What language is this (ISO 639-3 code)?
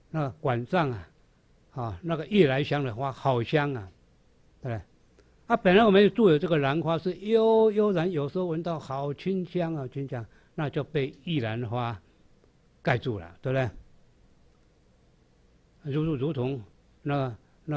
zho